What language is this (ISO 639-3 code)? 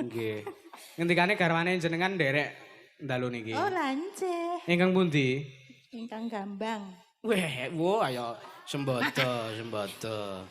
jav